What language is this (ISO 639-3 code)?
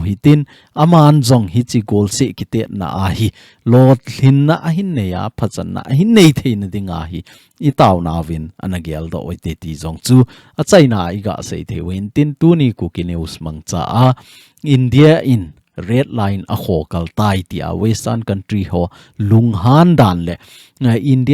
tcz